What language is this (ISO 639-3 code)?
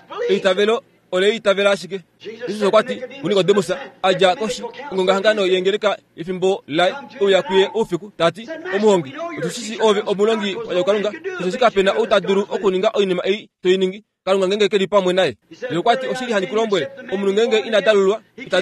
kua